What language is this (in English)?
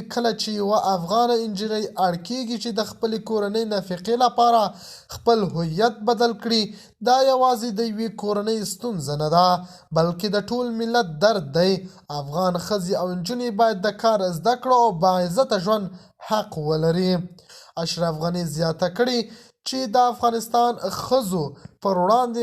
Pashto